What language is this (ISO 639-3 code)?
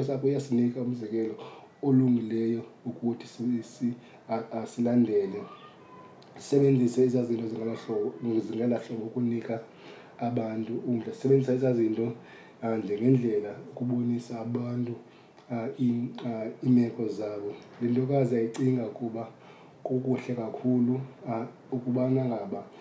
xho